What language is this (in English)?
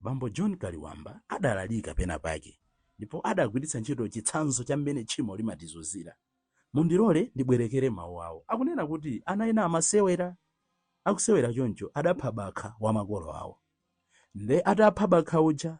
Nyanja